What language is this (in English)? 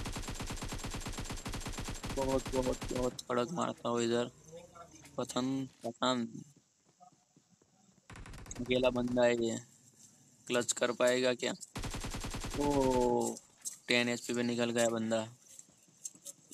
Hindi